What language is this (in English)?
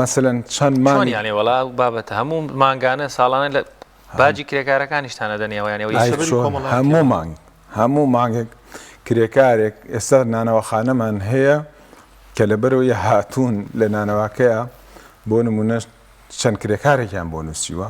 Central Kurdish